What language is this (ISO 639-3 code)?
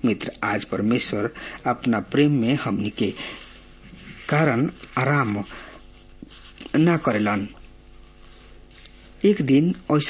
bho